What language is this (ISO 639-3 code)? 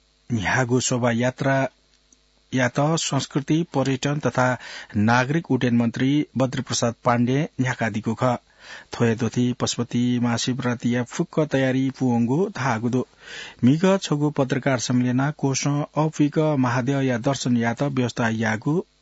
new